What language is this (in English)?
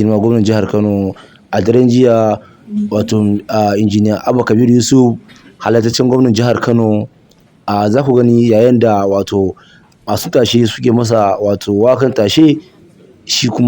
Hausa